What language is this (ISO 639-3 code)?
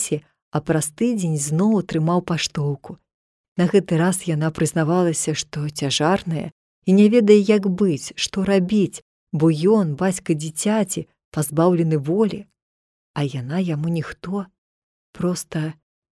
bel